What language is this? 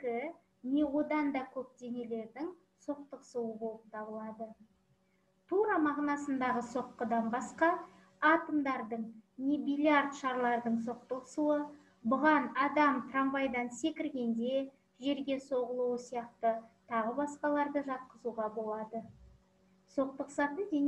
Kazakh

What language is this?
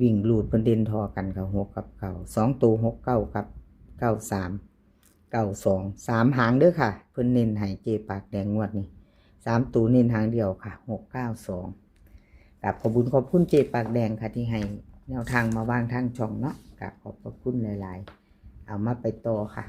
Northeastern Thai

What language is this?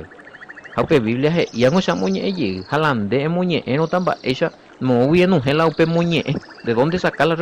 Guarani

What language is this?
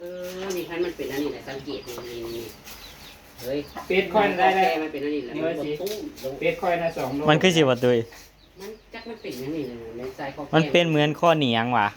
Northeastern Thai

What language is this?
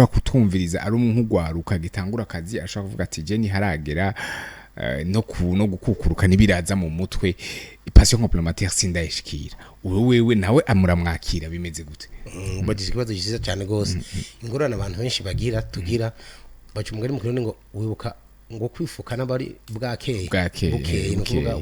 Rundi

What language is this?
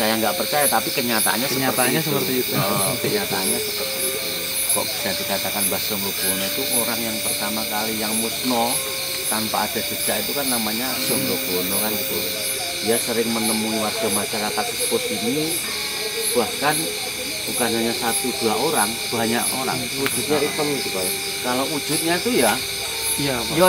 Indonesian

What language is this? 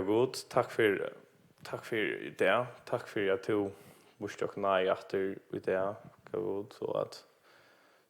Faroese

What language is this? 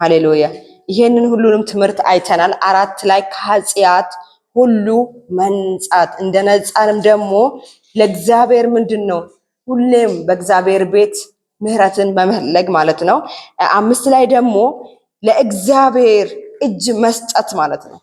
Amharic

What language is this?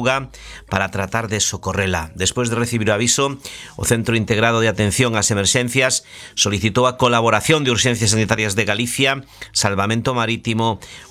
Galician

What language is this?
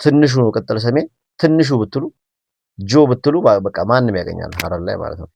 Amharic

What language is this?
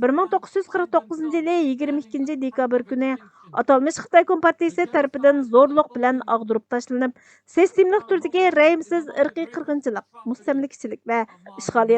Uyghur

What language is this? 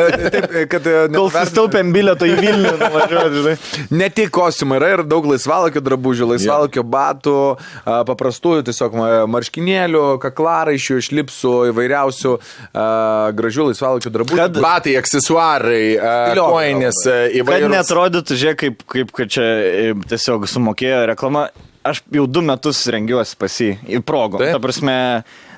Lithuanian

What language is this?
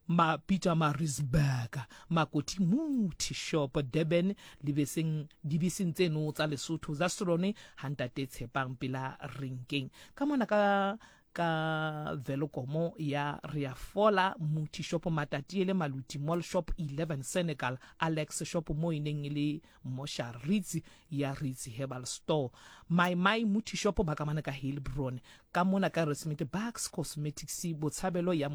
Southern Sotho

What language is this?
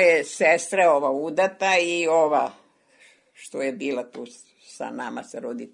Serbian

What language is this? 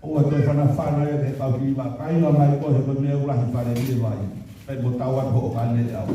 Tongan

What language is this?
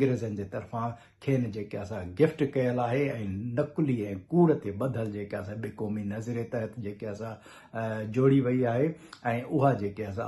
Sindhi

